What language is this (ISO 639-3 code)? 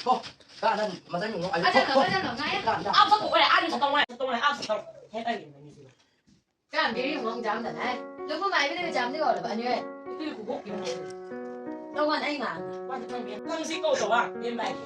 nbc